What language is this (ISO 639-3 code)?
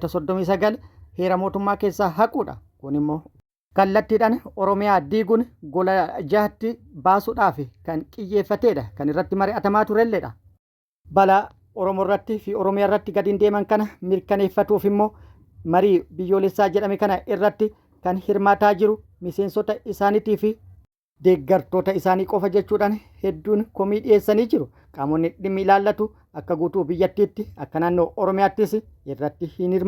orm